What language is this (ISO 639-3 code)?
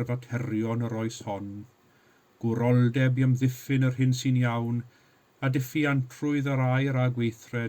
cym